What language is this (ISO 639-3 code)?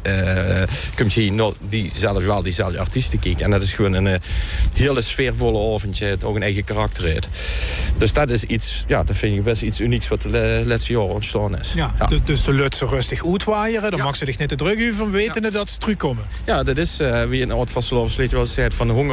lim